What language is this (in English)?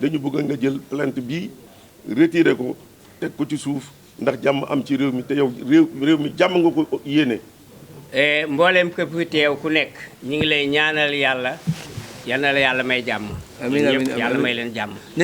Wolof